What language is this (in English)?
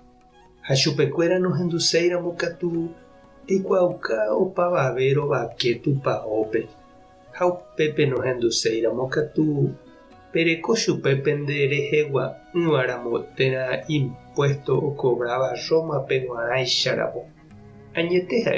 Guarani